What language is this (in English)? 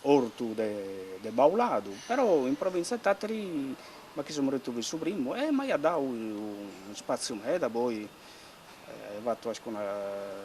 Sardinian